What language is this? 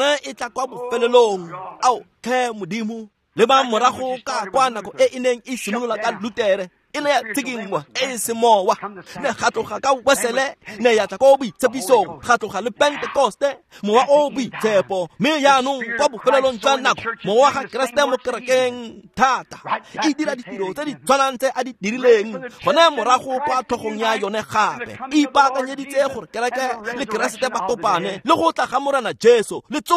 Tswana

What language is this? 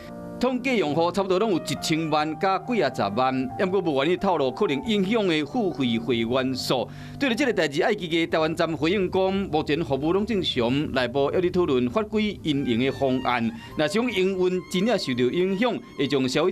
Min Nan Chinese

